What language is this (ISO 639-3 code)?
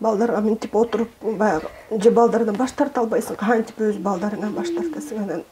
kir